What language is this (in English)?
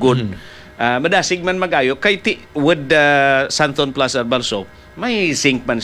Hiligaynon